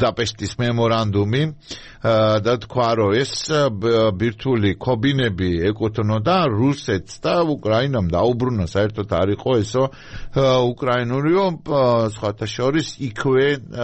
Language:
Georgian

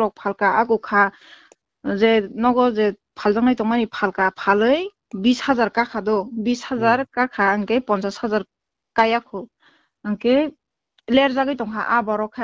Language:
Kok Borok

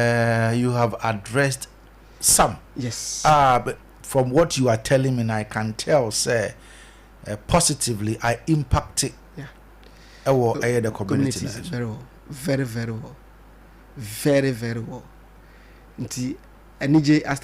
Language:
Akan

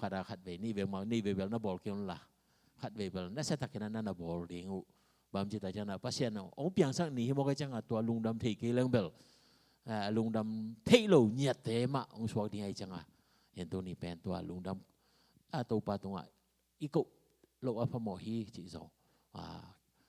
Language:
Tedim Chin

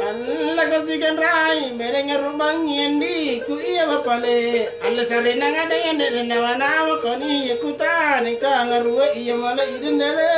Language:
Makasar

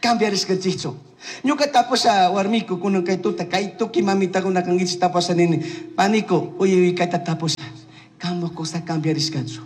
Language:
Chimborazo Highland Quichua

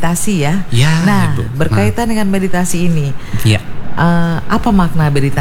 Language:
Indonesian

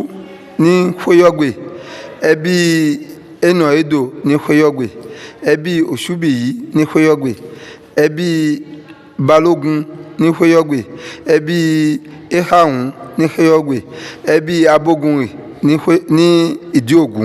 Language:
Yoruba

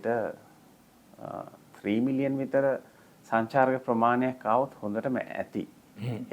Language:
Sinhala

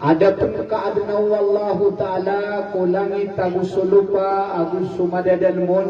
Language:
Maranao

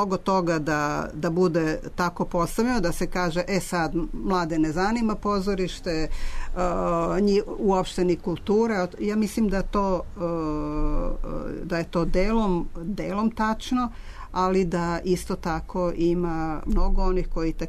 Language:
Serbian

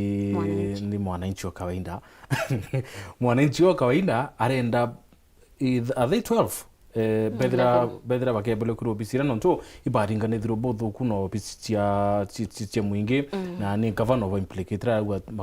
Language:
Meru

